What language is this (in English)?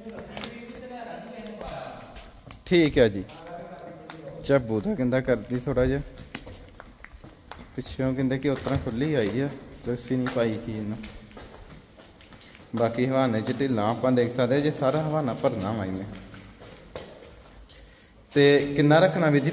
Punjabi